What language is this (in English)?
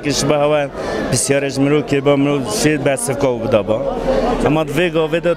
Kurdish